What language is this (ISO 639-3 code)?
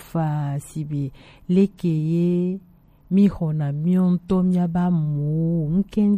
gej